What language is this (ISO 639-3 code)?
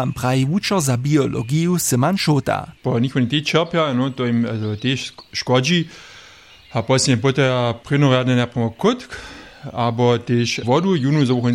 hsb